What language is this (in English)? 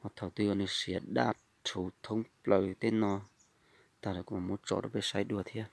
Hmong